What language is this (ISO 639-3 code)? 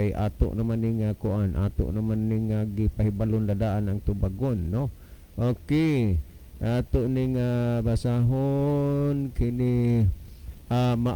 ceb